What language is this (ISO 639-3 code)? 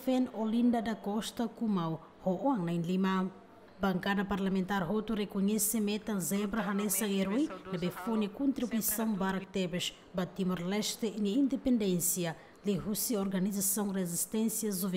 tet